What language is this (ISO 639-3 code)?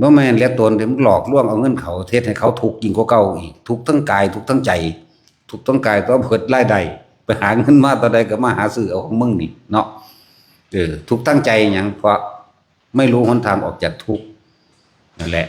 tts